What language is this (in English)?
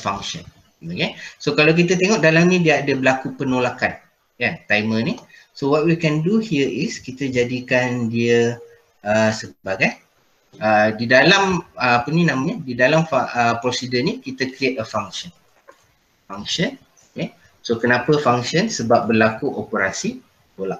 Malay